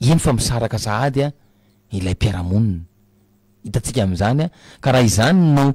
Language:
Malagasy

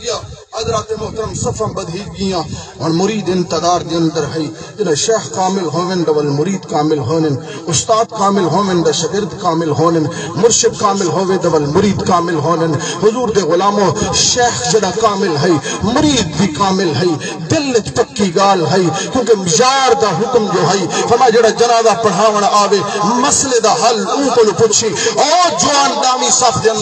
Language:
Saraiki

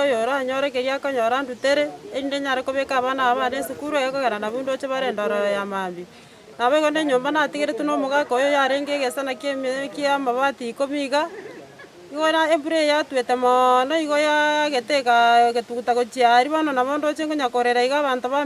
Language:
Gusii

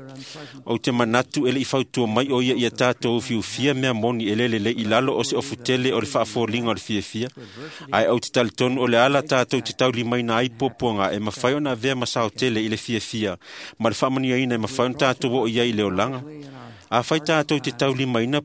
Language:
Samoan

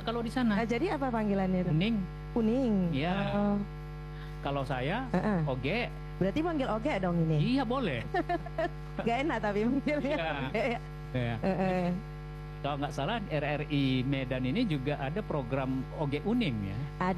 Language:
Indonesian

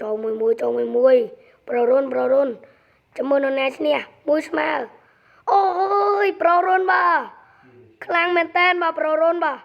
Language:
Khmer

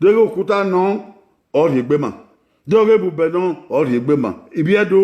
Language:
Bini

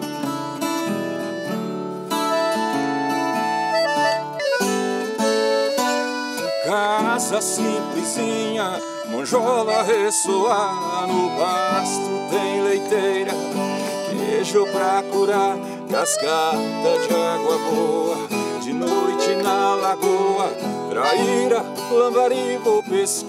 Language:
Portuguese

